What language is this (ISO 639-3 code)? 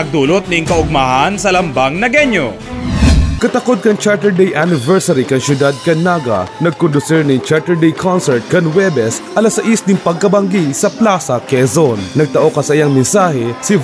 bik